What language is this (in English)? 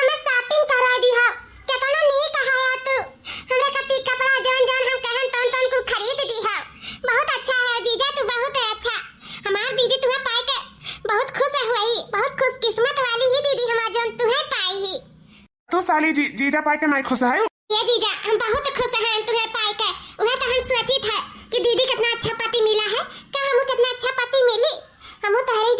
Awadhi